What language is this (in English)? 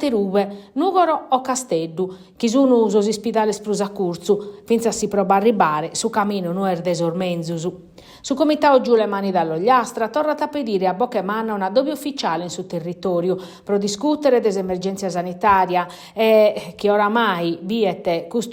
Sardinian